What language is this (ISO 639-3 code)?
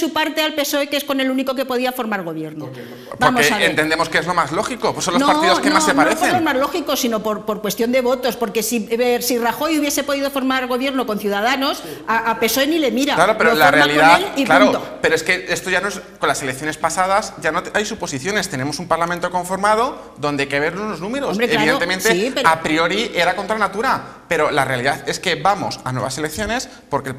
spa